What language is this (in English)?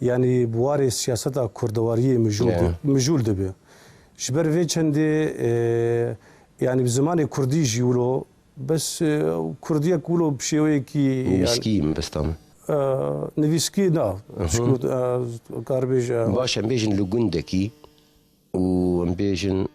Kurdish